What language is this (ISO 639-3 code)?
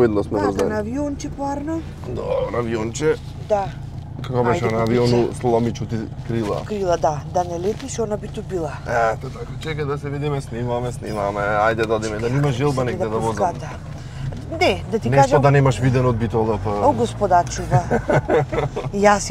mkd